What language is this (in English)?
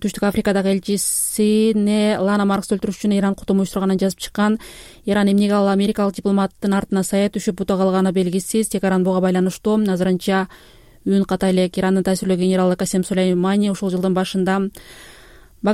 Kyrgyz